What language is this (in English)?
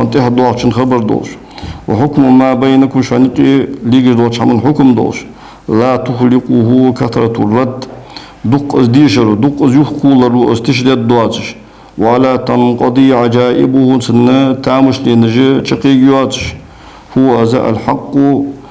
Ingush